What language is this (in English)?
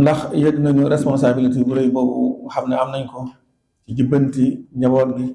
Wolof